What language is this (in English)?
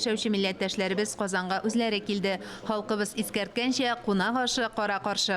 Tatar